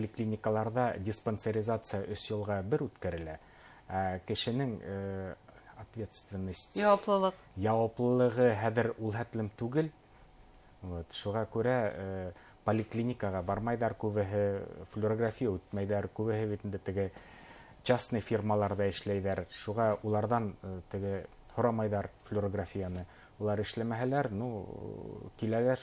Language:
Bashkir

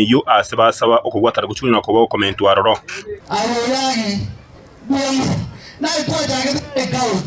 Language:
Gusii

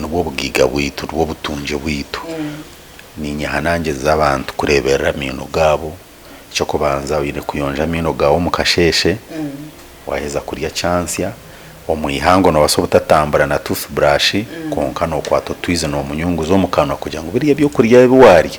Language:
Nyankole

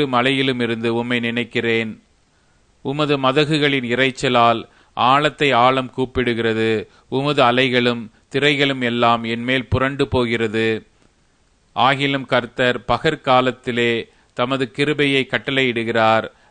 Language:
Tamil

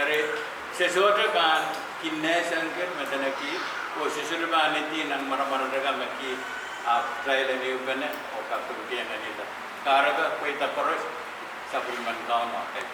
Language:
Pohnpeian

